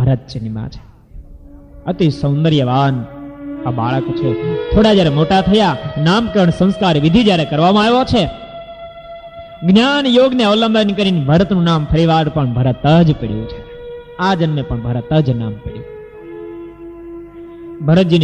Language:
Gujarati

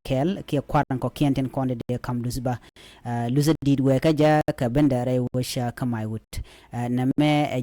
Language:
Nuer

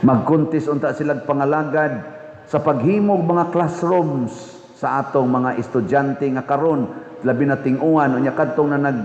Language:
Cebuano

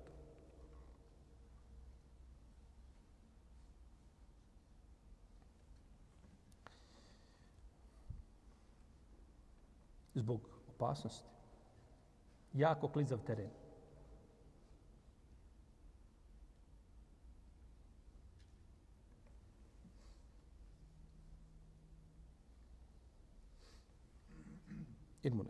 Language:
Bosnian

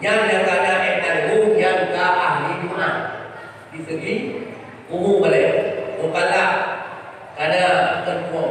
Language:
Achinese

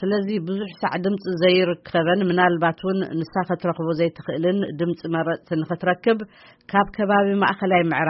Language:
Tigrinya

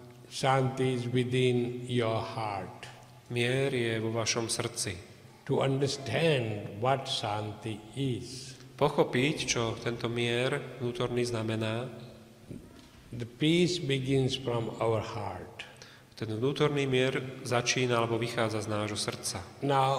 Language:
Slovak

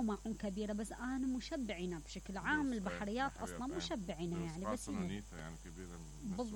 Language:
Mesopotamian Arabic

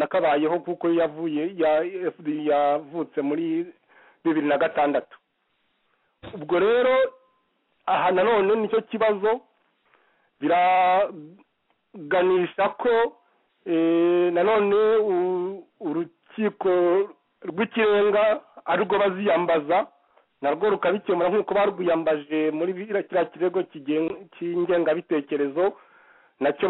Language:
Kinyarwanda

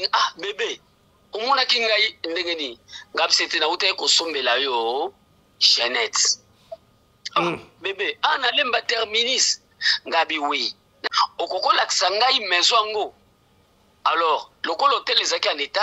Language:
Lingala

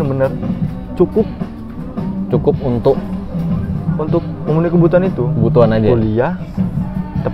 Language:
Indonesian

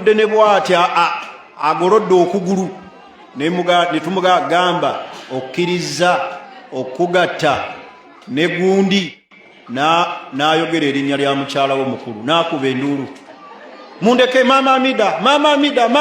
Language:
Ganda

